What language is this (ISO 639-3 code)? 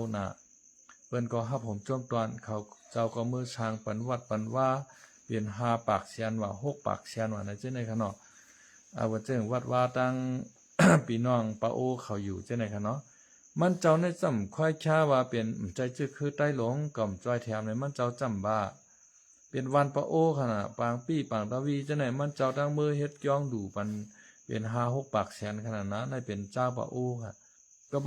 shn